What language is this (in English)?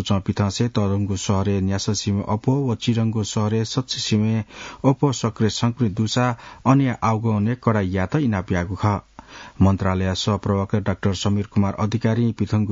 Newari